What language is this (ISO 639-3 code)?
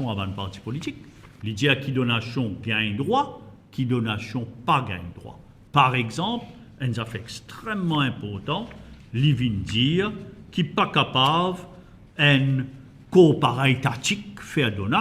mfe